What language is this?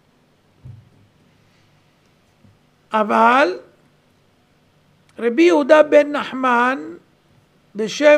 Hebrew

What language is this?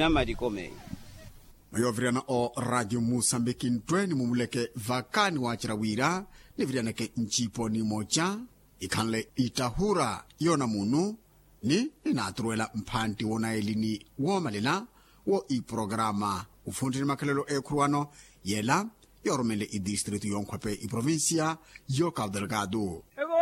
Makhuwa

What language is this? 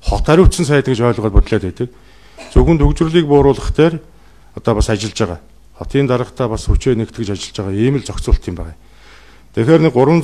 Mongolian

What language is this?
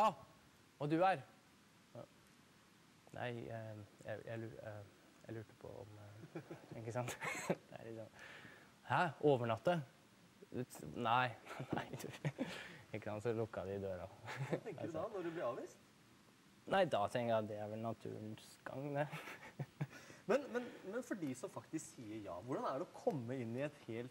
Norwegian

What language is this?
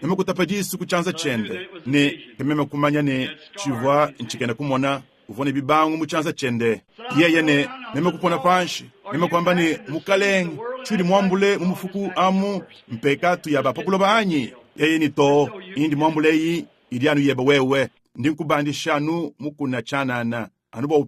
Luba-Lulua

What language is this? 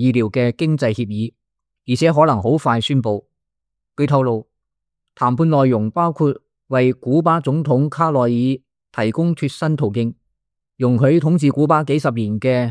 Cantonese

